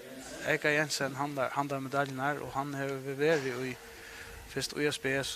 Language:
Faroese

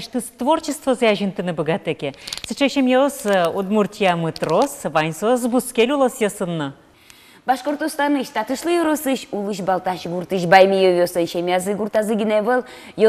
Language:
Udmurt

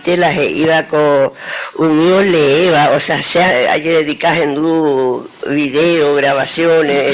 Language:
Guarani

